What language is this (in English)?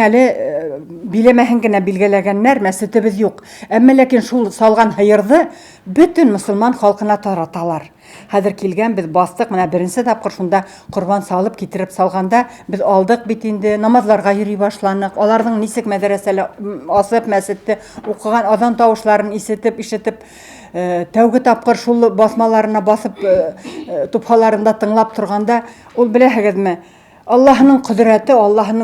Bashkir